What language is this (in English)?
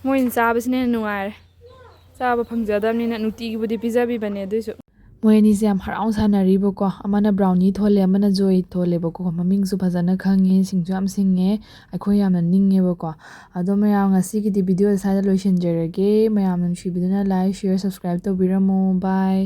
Manipuri